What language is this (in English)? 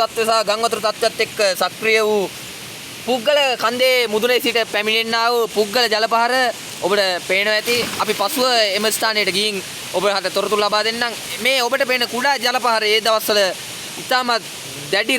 Sinhala